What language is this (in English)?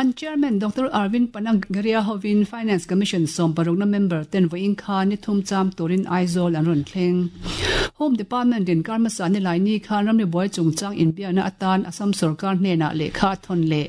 Mizo